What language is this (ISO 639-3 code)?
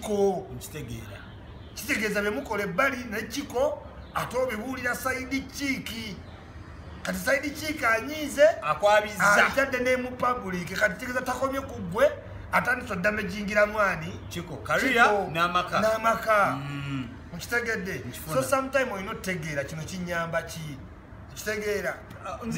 lug